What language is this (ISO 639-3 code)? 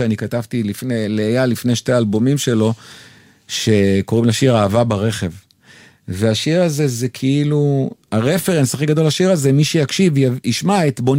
heb